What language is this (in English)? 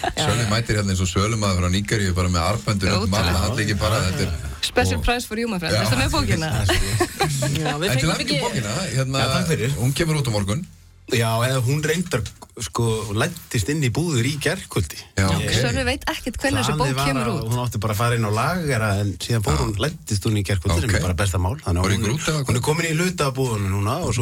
Icelandic